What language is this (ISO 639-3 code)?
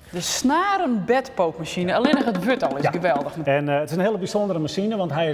fry